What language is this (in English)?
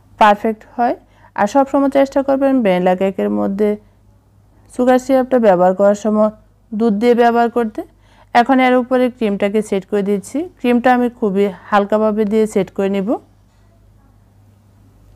Bangla